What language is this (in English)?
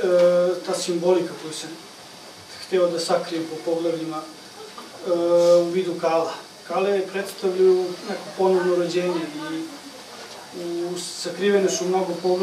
Serbian